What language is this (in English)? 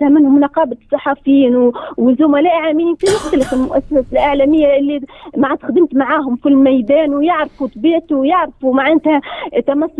Tunisian Arabic